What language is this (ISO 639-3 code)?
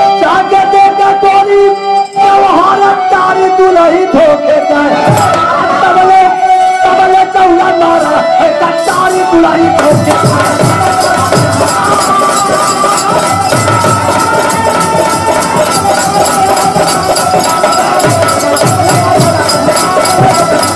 bho